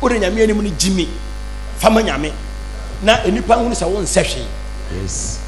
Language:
Akan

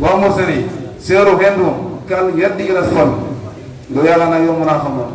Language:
Wolof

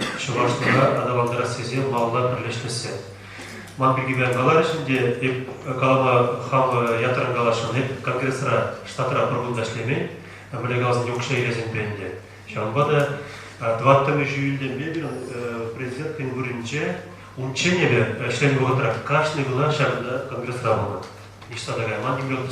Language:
Chuvash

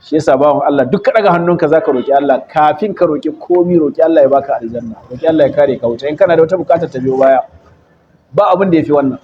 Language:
Hausa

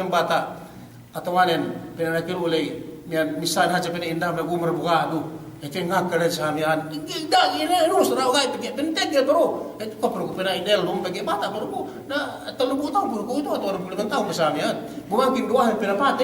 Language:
Yakan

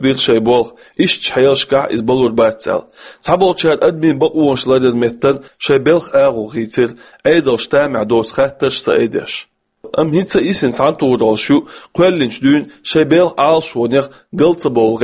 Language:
Chechen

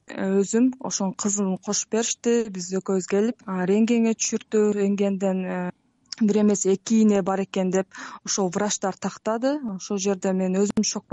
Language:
Kyrgyz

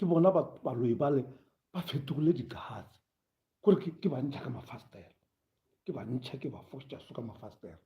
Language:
Northern Sotho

